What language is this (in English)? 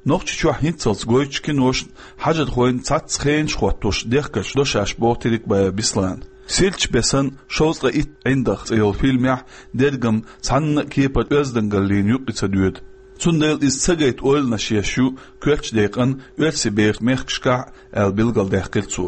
Chechen